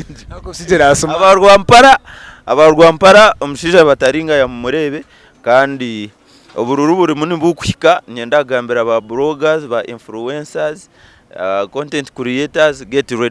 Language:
Nyankole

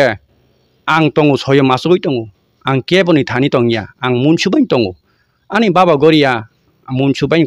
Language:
Kok Borok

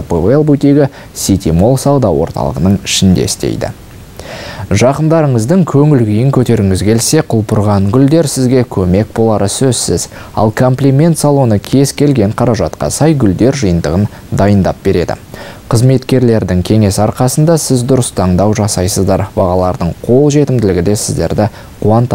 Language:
Kazakh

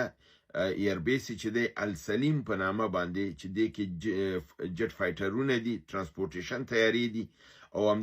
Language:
Pashto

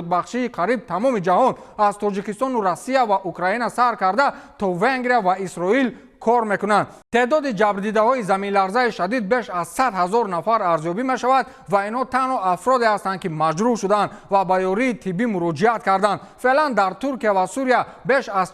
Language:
Tajik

